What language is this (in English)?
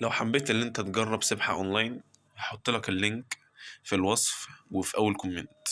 Egyptian Arabic